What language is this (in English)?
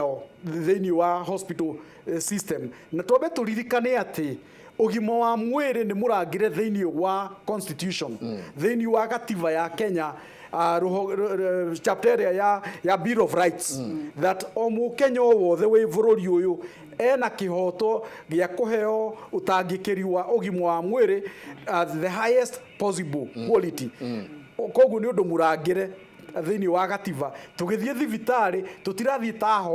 Kikuyu